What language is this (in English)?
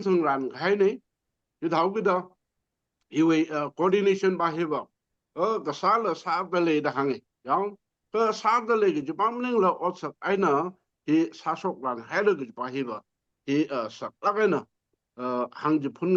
Tangkhul Naga (India)